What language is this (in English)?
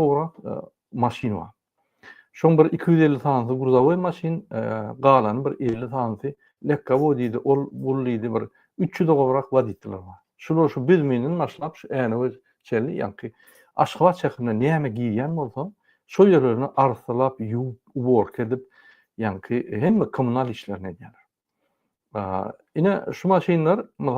Turkmen